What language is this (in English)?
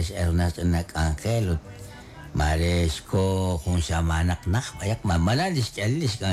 Kekchí